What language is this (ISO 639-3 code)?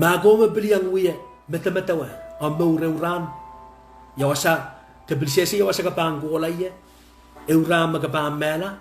pon